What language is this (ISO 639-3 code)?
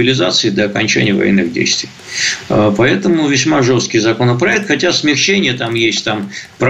rus